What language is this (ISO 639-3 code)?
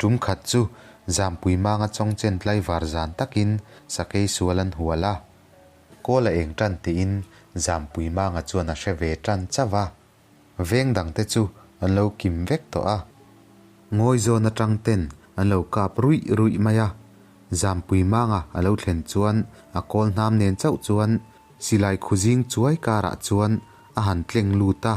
lus